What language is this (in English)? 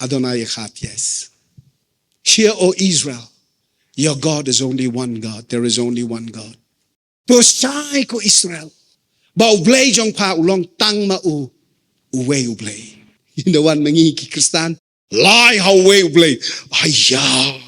Khasi